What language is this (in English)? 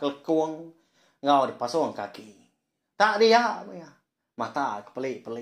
Iban